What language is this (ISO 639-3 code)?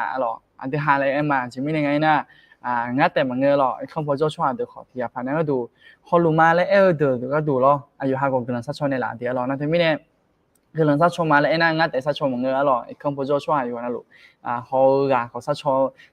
ahk